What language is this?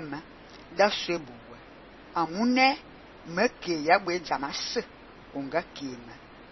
Fang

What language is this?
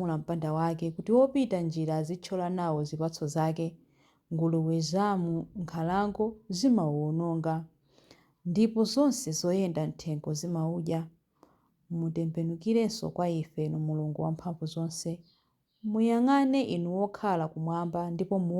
Nyanja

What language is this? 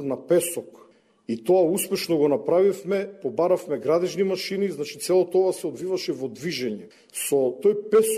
Macedonian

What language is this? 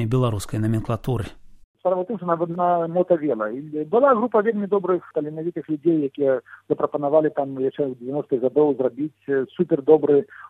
Belarusian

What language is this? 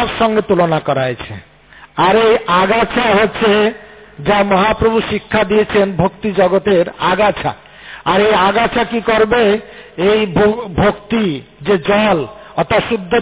Bangla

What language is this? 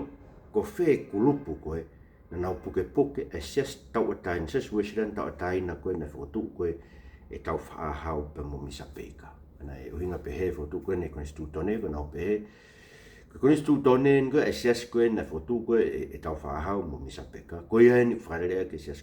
Tongan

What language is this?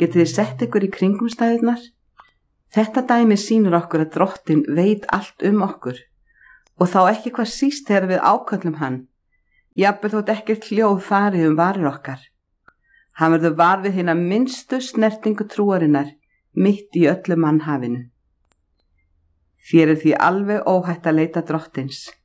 Icelandic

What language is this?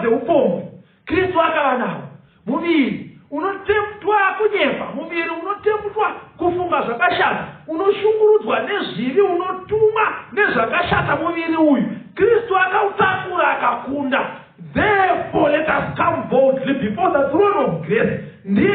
Shona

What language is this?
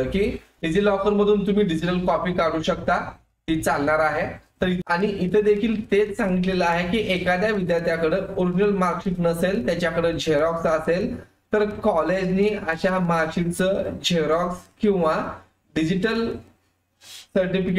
Marathi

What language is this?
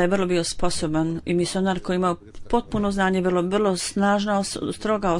Bosnian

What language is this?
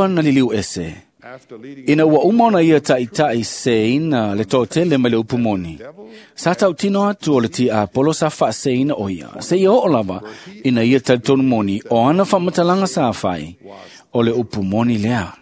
Samoan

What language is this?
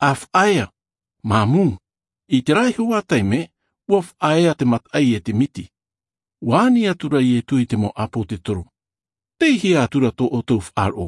Tahitian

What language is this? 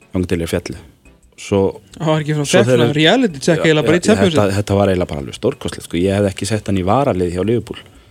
Icelandic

